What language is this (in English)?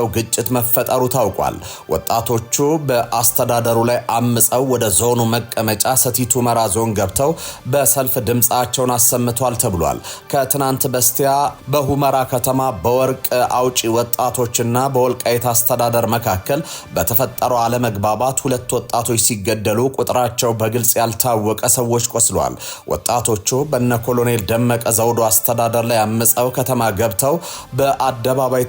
Amharic